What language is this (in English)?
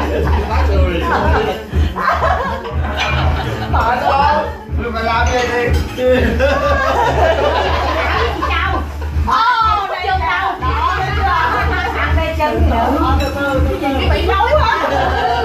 Vietnamese